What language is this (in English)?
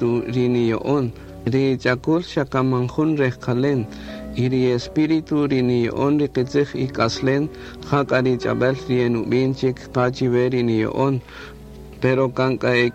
Kaqchikel